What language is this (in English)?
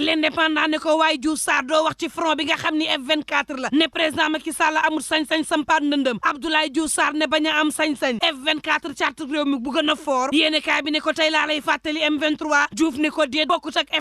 Wolof